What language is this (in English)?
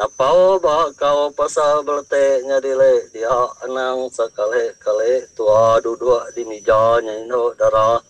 Iban